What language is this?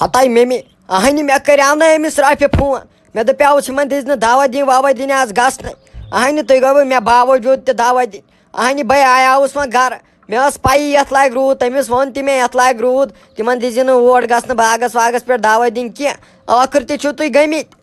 Kashmiri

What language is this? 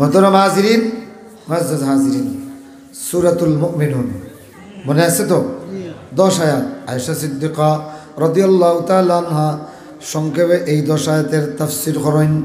Sylheti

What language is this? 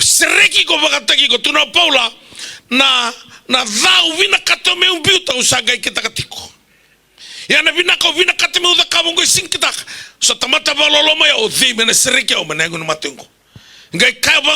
Fijian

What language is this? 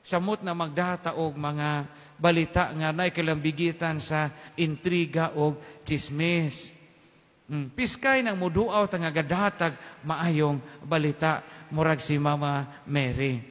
Cebuano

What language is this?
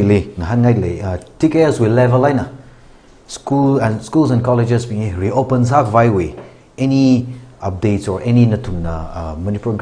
Tangkhul Naga (India)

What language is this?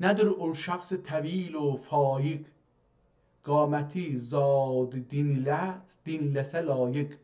South Azerbaijani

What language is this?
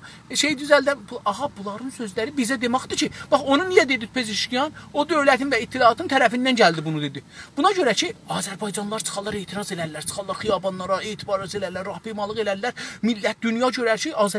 South Azerbaijani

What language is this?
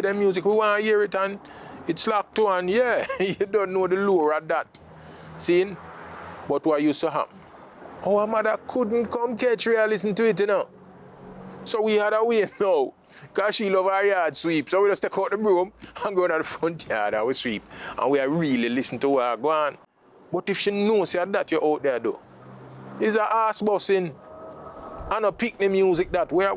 Jamaican Creole English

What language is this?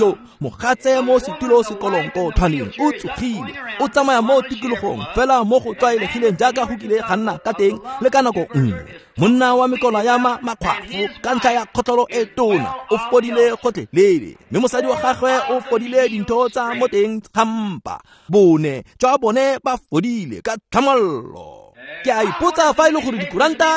Tswana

